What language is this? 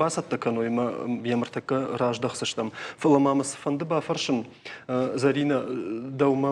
Ossetic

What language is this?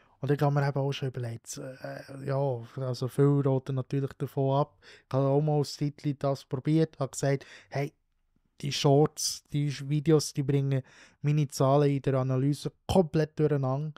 Swiss German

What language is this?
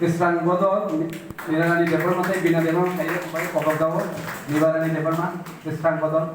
Kok Borok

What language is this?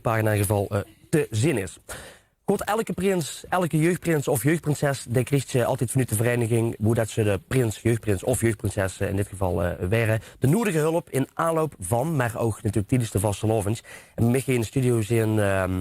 Limburgish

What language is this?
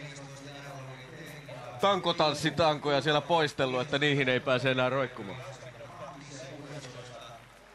Finnish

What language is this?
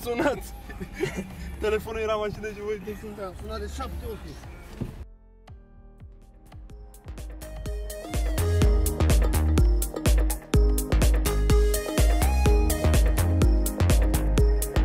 Romanian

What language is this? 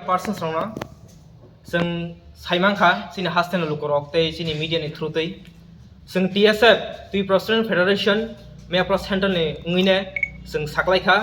Kok Borok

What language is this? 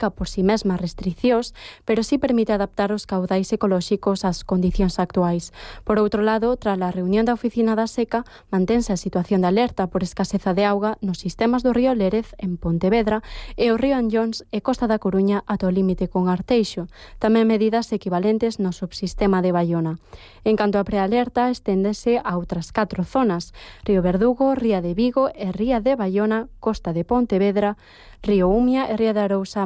Galician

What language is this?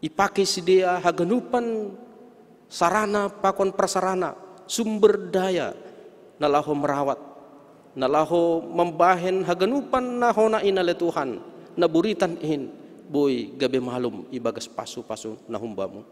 Batak Simalungun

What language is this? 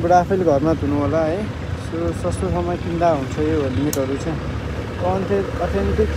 Nepali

